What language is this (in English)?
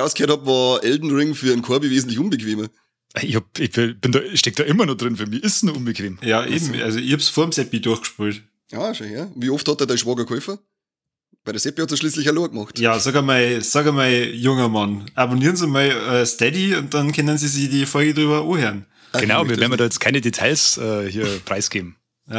Bavarian